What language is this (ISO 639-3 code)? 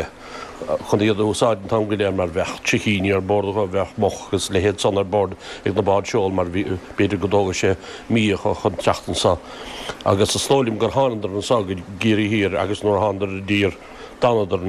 gle